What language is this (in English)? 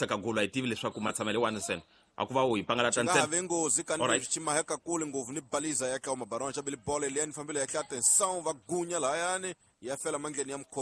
Tsonga